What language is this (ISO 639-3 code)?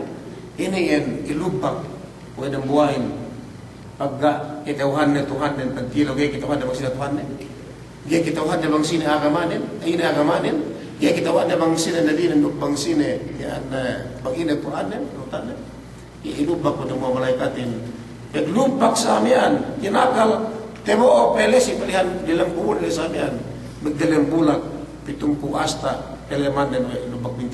yka